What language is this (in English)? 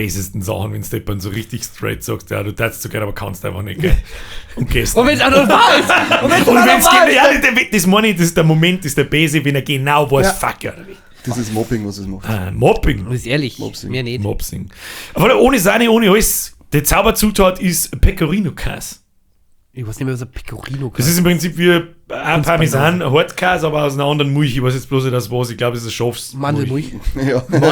Bavarian